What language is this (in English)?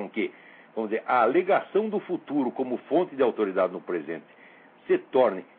Portuguese